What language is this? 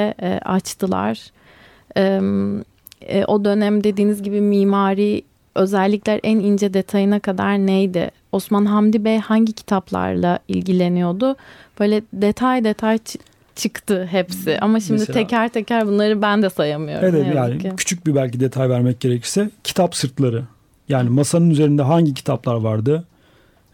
Turkish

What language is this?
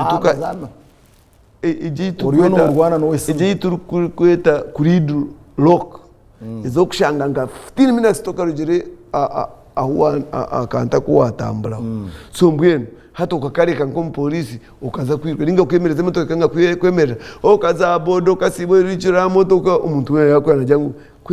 Nyankole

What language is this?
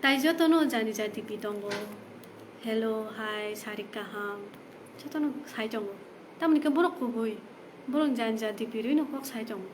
Kok Borok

